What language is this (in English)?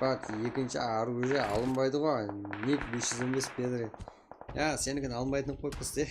Kara-Kalpak